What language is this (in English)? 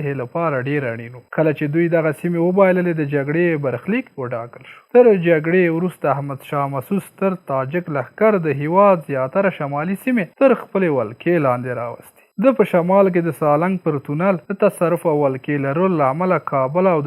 Pashto